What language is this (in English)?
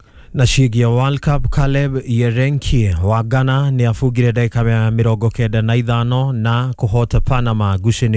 Kikuyu